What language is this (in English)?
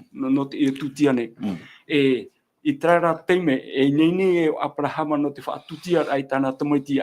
Tahitian